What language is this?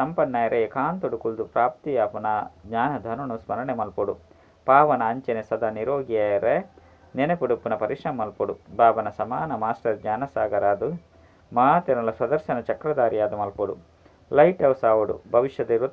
Tulu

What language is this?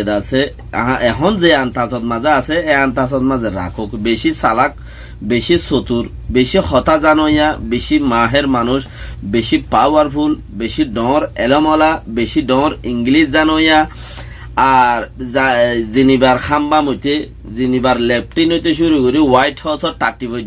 Rohingya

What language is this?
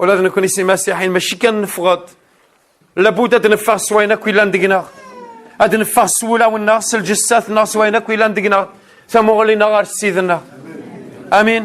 Kabyle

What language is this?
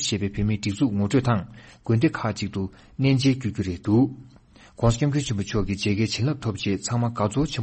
Tibetan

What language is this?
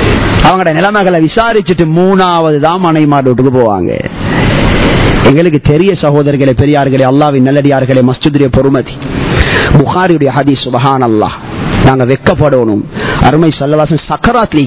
Tamil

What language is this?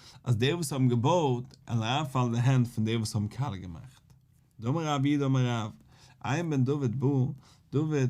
Yiddish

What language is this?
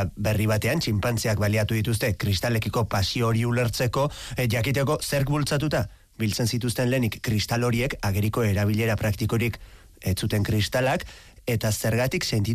Basque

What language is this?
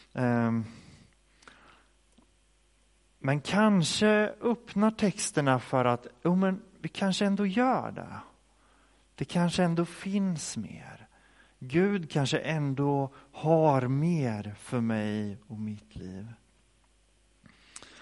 Swedish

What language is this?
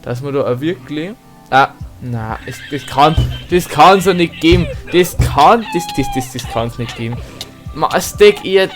Bavarian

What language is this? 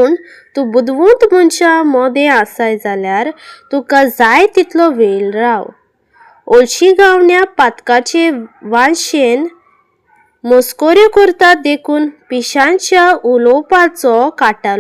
Konkani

